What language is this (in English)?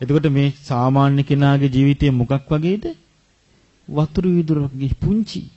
Sinhala